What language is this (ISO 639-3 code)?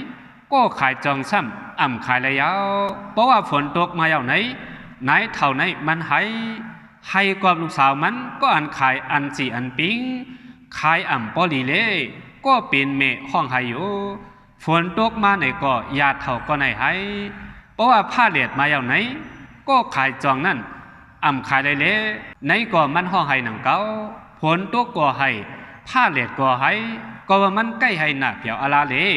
shn